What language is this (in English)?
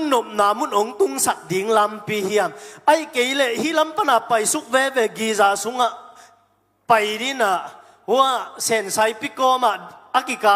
Tedim Chin